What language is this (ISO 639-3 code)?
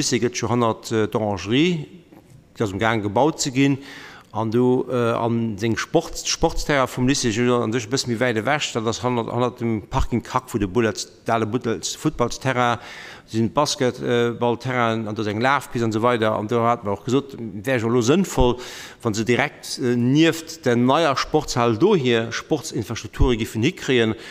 ltz